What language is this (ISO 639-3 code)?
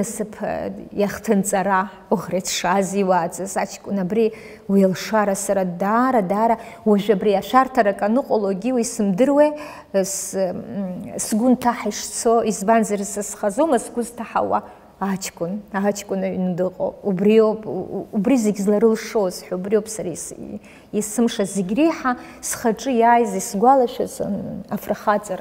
abk